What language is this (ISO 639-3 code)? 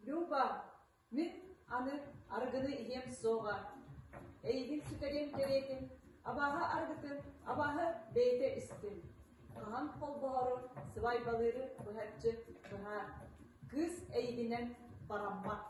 sah